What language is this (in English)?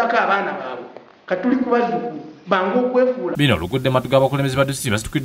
Ganda